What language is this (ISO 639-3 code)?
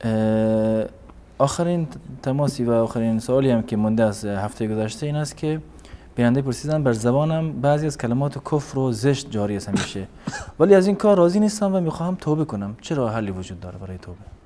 fas